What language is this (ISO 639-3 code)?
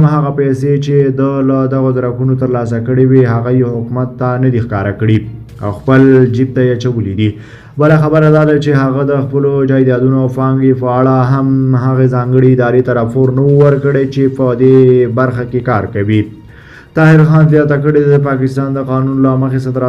pus